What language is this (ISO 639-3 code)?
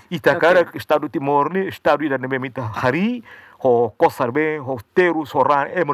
tet